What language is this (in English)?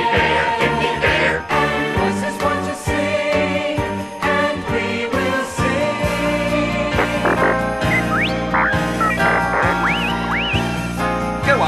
English